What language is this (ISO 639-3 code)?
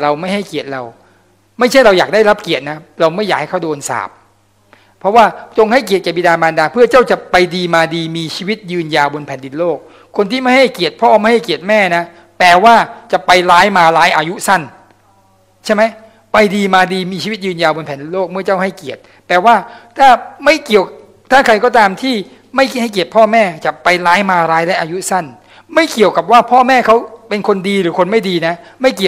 tha